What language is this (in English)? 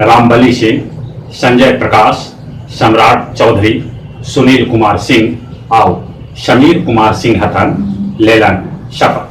Magahi